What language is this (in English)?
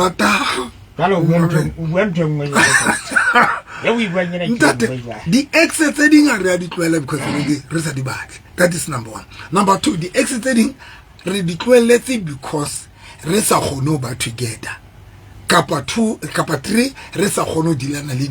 Southern Sotho